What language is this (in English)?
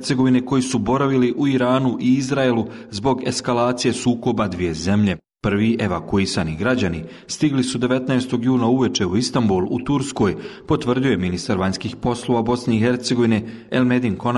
Bosnian